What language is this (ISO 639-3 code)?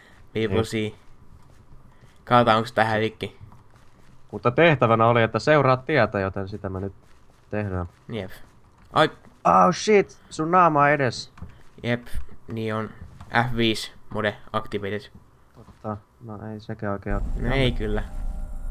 fin